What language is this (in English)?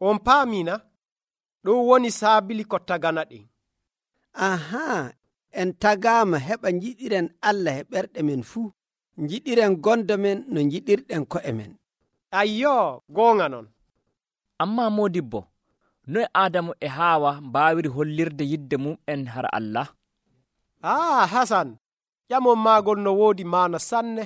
Nigerian Fulfulde